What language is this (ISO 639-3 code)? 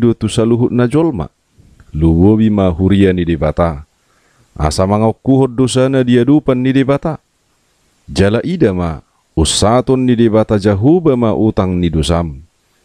bbc